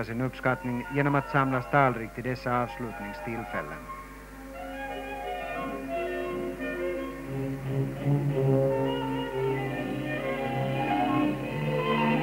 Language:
Swedish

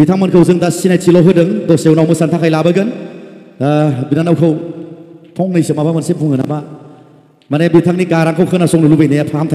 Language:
Bodo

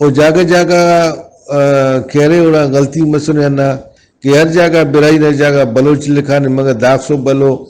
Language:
Brahui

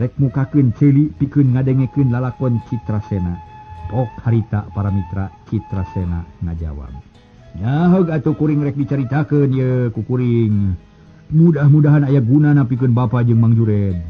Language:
Sundanese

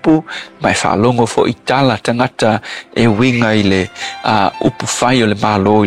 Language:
Samoan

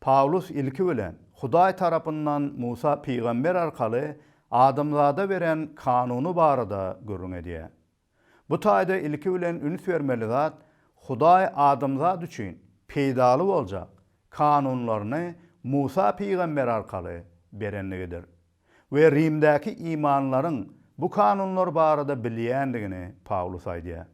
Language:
Turkmen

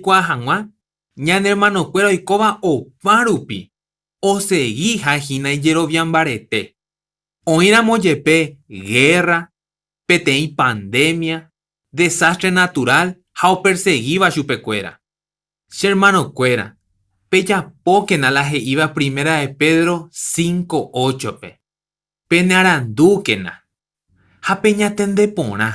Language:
Guarani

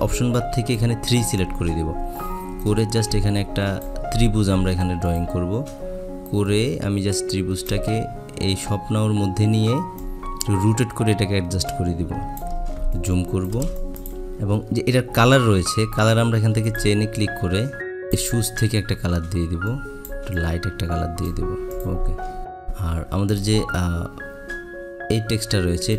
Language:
Bangla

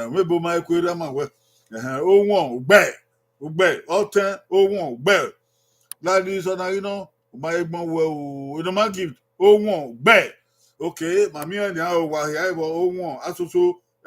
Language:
Bini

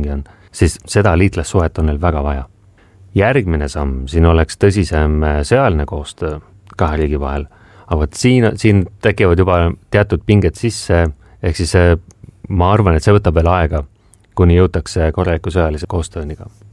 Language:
Estonian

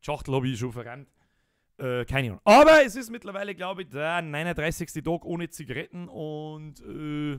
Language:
Bavarian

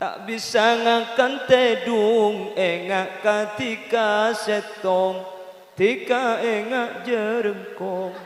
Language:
Madurese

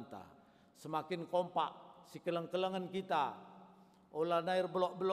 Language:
Batak Karo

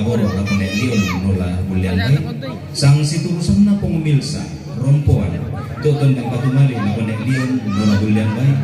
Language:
Toraja-Sa'dan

